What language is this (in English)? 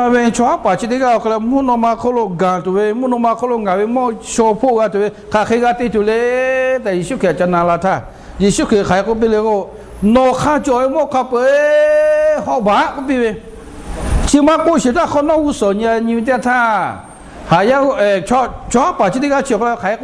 Lahu